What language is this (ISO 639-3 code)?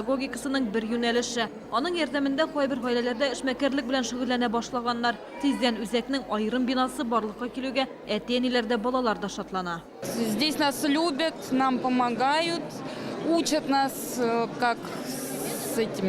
tat